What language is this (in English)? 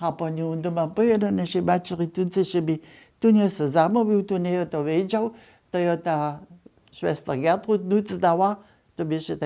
Upper Sorbian